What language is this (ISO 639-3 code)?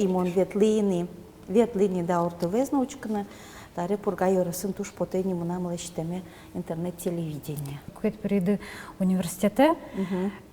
udm